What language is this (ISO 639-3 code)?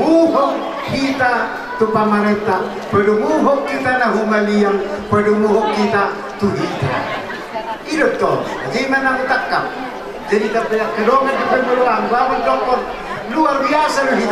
bbc